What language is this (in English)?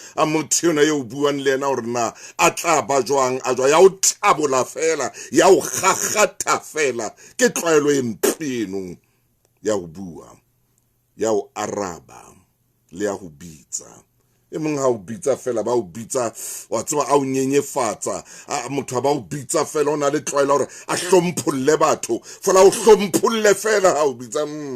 Southern Sotho